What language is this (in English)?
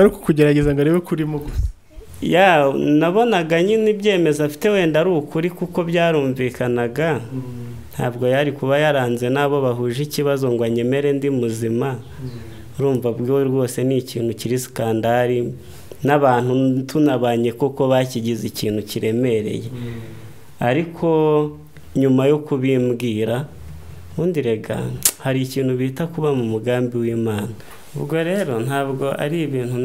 Kinyarwanda